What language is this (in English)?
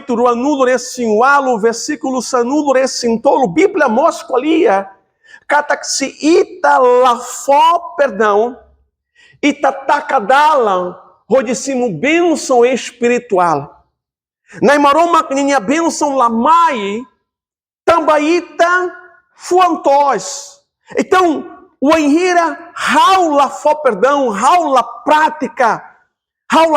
Tetum